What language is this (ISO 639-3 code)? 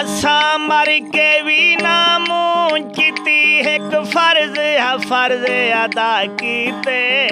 skr